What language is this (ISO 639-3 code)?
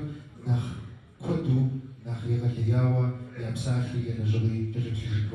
kbd